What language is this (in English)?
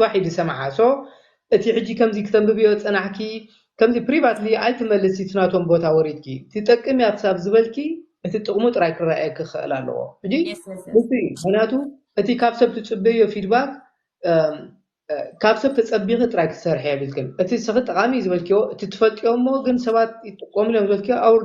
Tigrinya